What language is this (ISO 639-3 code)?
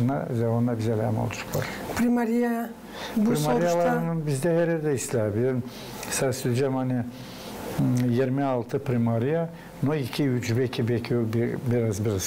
gag